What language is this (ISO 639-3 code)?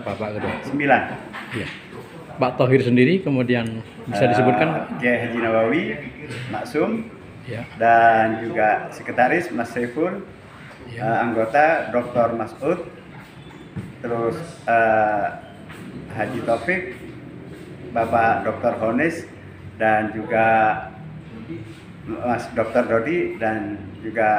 ind